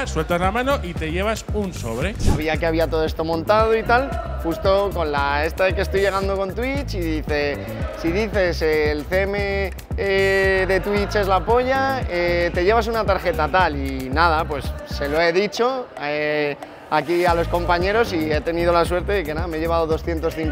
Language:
Spanish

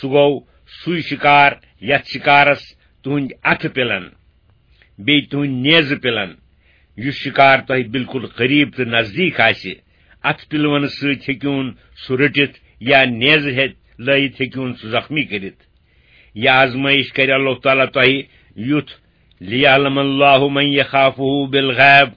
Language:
Kashmiri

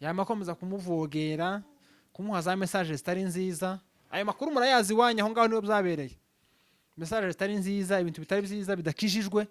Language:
Rundi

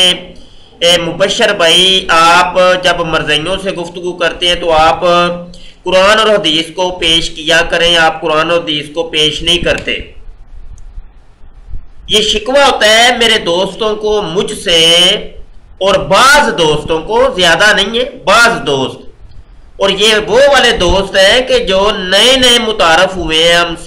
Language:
Urdu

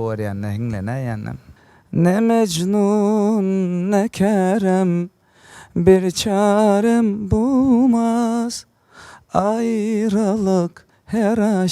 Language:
Turkmen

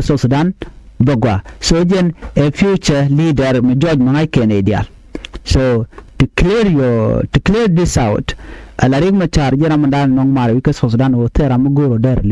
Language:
Nuer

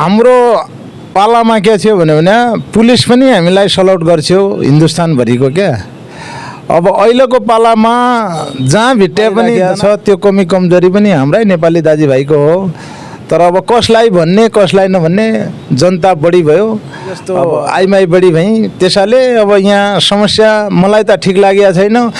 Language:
Nepali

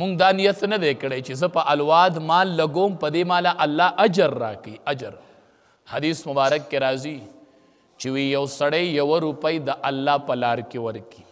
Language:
Pashto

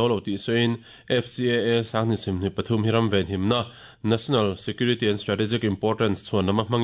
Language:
Mizo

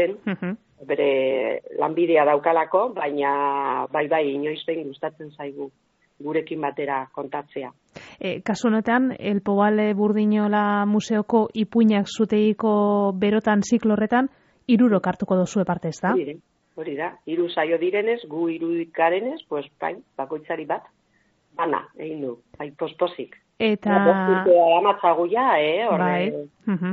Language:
Basque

